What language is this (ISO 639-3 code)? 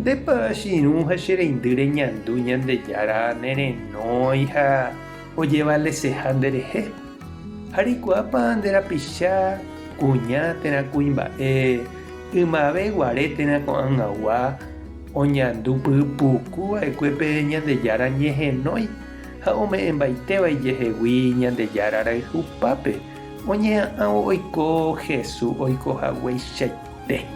grn